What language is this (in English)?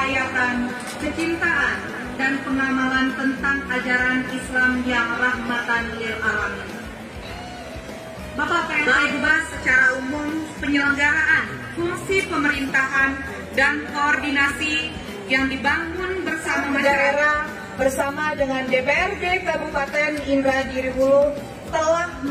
Indonesian